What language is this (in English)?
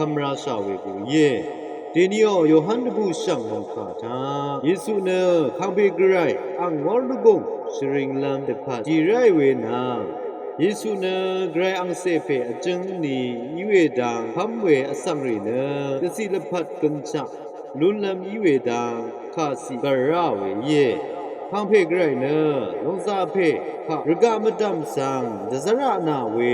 Rawang